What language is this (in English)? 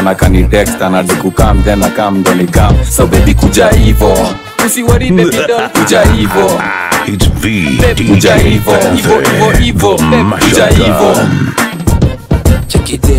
Swahili